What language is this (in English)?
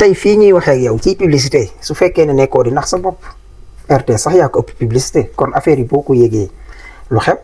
Wolof